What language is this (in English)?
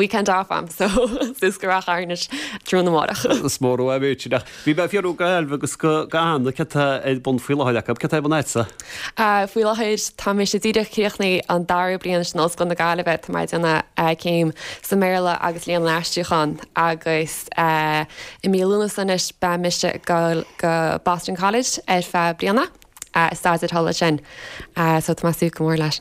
Irish